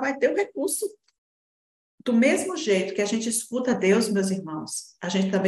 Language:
Portuguese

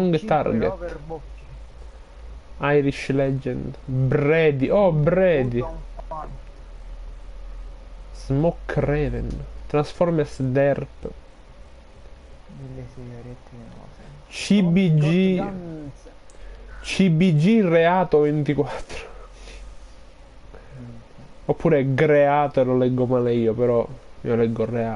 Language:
Italian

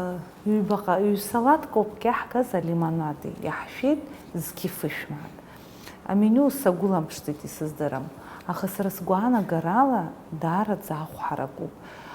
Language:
Abkhazian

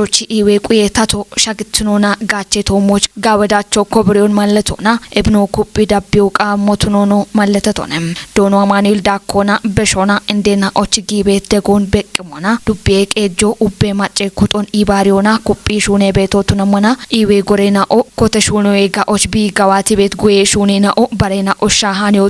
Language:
Kafa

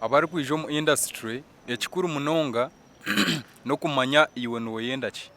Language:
Nyankole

